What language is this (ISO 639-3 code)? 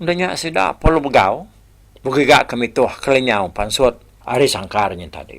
iba